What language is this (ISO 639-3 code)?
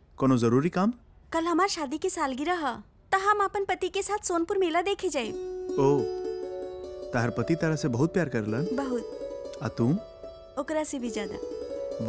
bho